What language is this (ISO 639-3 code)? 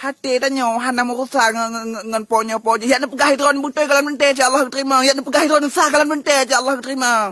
ace